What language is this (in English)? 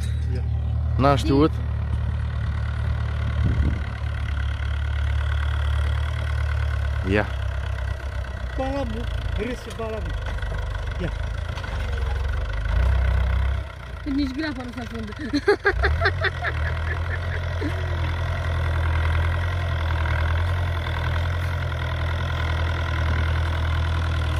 Romanian